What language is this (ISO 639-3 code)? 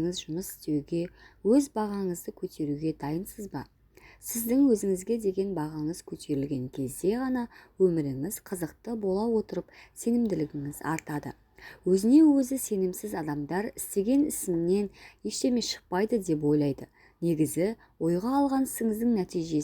kaz